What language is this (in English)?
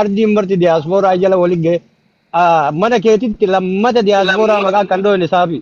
Oromo